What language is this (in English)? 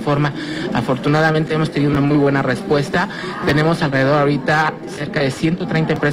Spanish